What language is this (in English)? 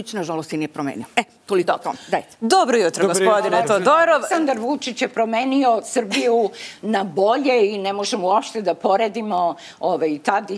Serbian